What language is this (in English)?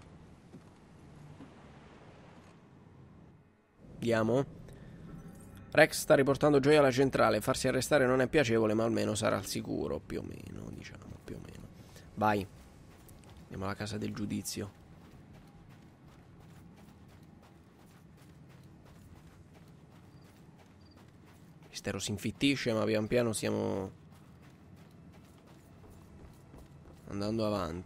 Italian